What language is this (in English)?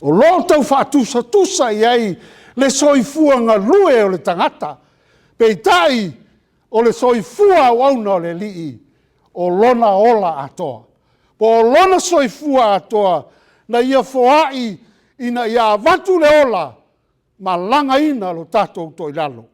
Samoan